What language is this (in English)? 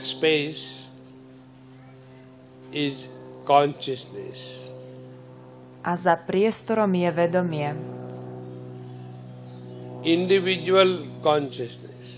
Slovak